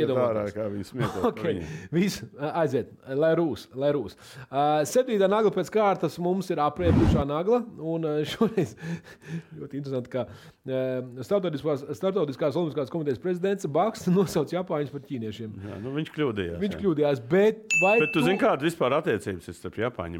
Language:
Latvian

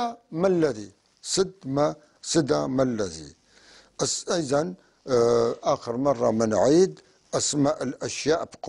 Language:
North Levantine Arabic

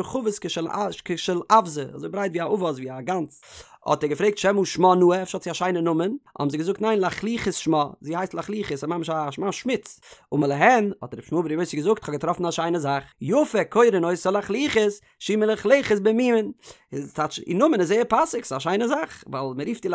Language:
Yiddish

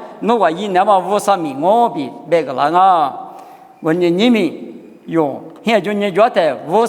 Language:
Lisu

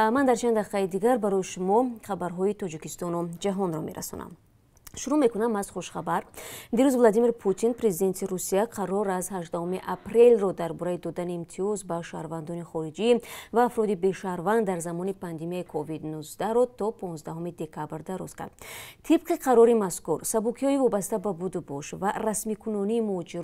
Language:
Tajik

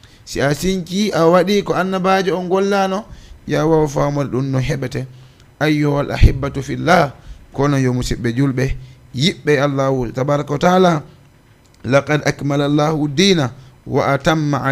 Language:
Fula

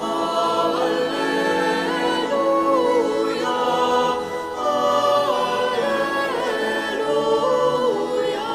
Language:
Pampanga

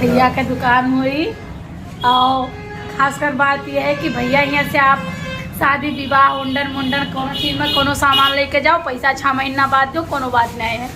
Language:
Awadhi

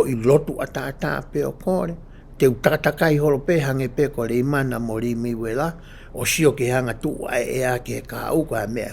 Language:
Tongan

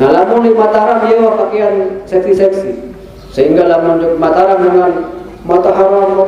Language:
Sasak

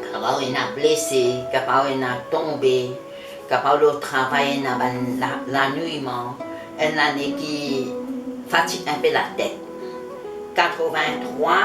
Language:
Morisyen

